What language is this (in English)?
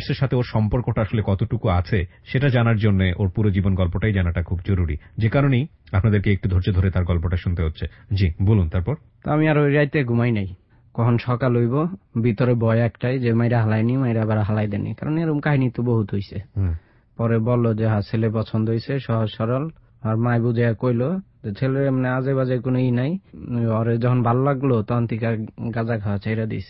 Bangla